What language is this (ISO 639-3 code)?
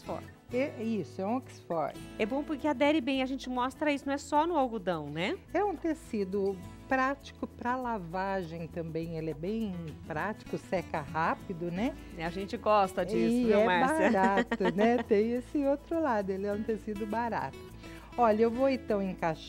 por